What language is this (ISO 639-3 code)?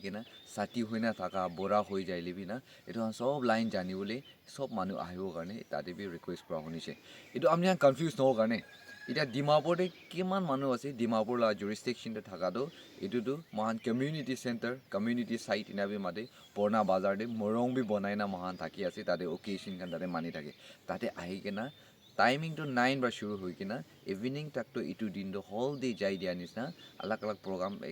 nag